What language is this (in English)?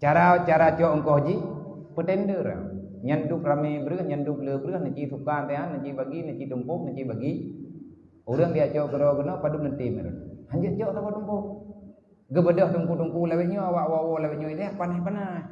Achinese